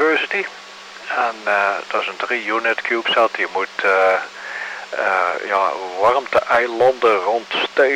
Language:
Dutch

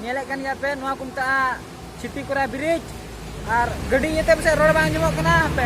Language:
Santali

